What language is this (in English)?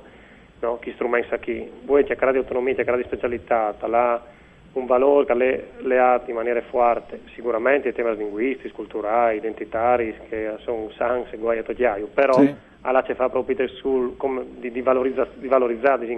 Friulian